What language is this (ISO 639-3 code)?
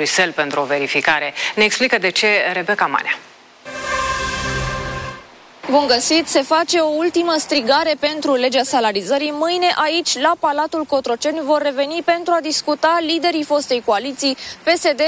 ron